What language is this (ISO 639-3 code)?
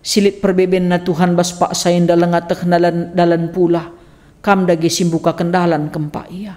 btx